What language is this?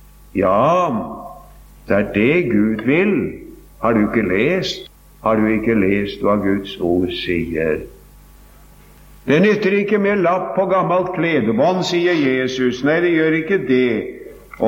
Norwegian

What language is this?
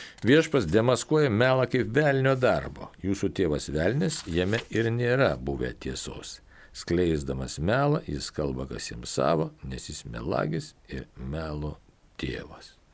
Lithuanian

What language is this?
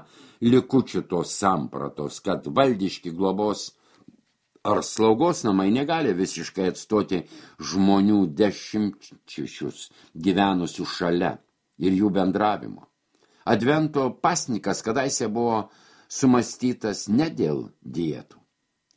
Lithuanian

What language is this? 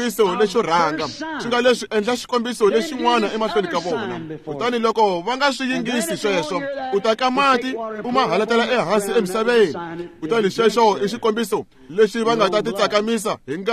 Tsonga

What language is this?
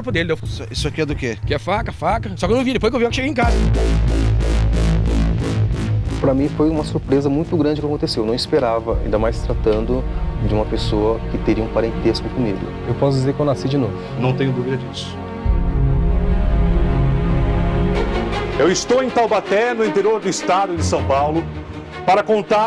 Portuguese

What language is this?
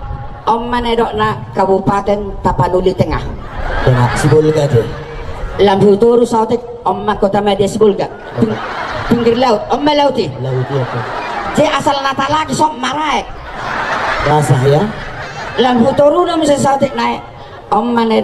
Batak Toba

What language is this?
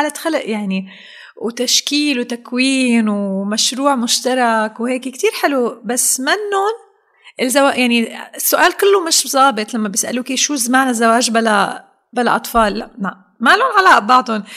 North Levantine Arabic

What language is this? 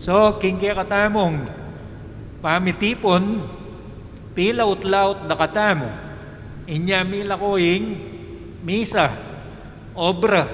Pampanga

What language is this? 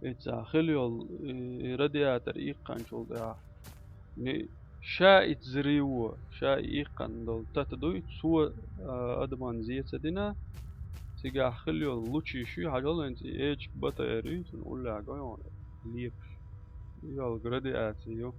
Chechen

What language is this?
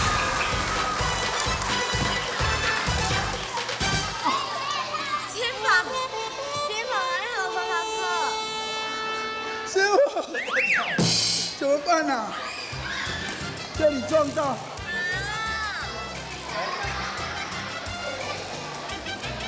Chinese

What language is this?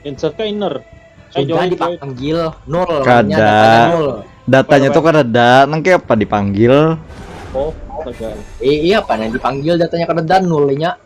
Banjar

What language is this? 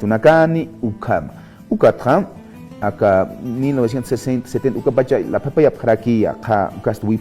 Aymara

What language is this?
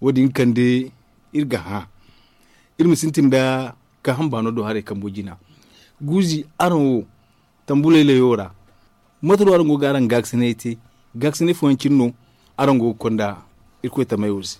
Zarma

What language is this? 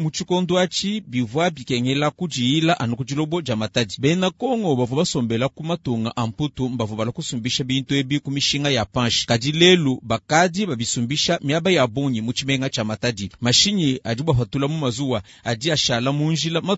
Luba-Lulua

